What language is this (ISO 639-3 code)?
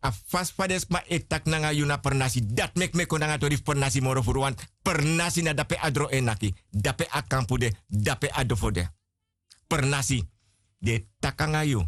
srn